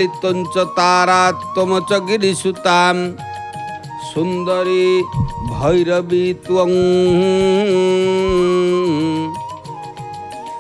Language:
Odia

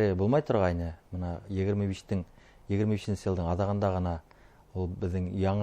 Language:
Bashkir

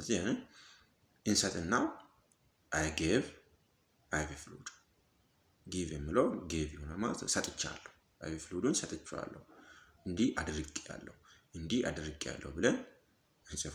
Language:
Amharic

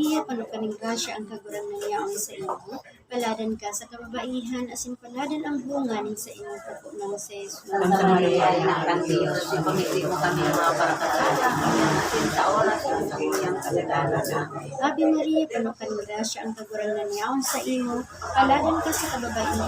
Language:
Bikol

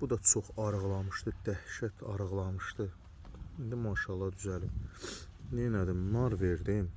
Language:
Azerbaijani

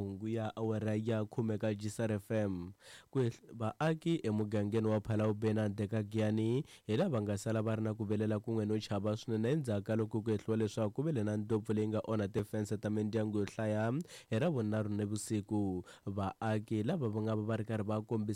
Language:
Tsonga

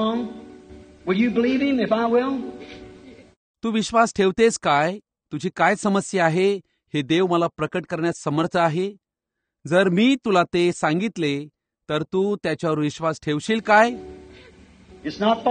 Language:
Marathi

